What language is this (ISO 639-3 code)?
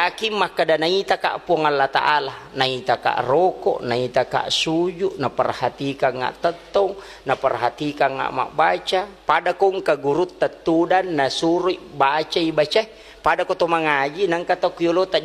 bug